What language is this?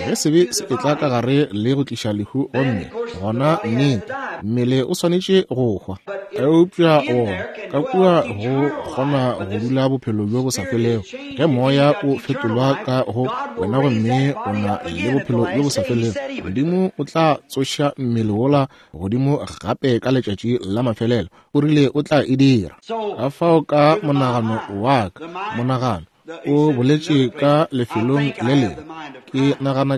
Northern Sotho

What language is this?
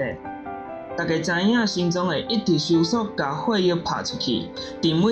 Min Nan Chinese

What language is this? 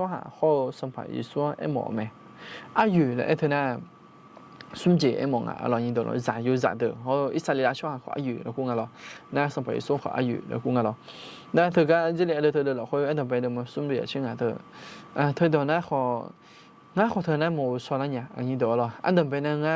Akha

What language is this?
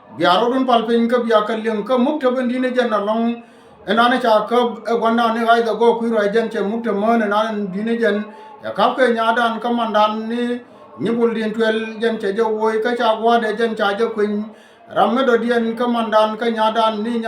Nuer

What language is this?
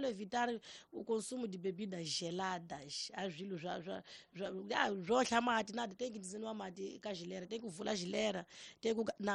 Tsonga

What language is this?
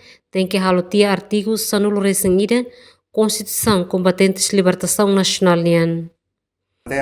Tetum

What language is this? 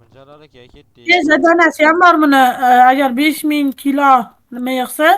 Uzbek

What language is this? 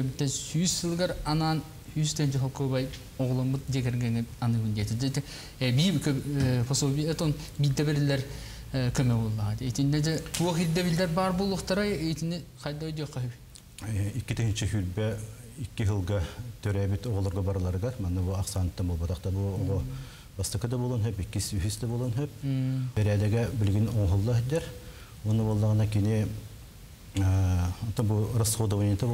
Yakut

